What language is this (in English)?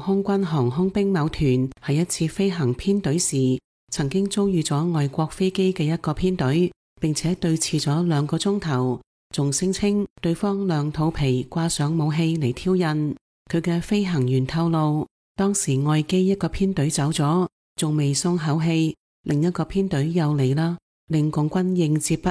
Cantonese